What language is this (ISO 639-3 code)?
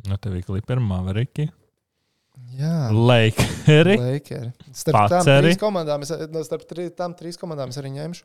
lav